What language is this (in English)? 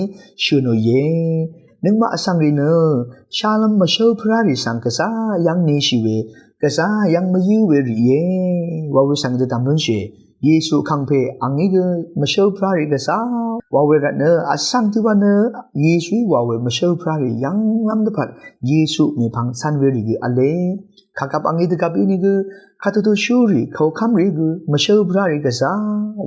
Rawang